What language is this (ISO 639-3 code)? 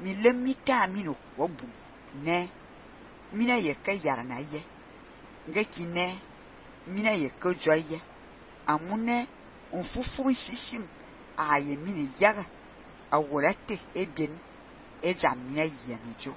fan